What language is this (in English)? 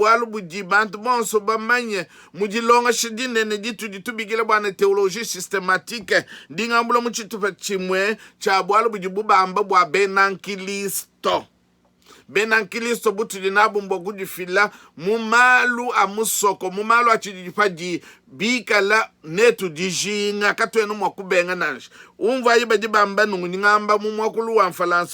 Luba-Lulua